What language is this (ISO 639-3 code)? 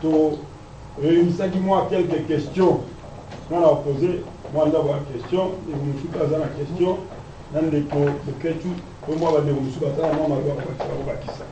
lin